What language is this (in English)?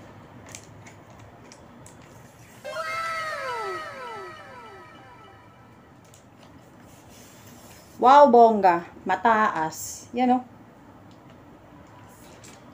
Filipino